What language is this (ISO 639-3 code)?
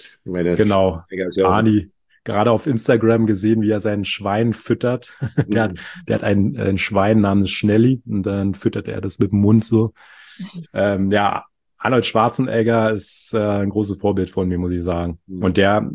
deu